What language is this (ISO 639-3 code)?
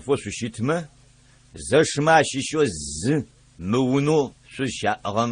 ady